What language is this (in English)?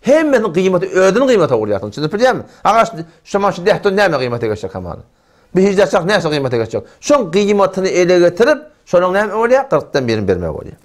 Turkmen